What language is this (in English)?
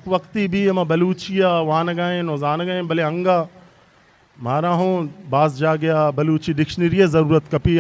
Eastern Balochi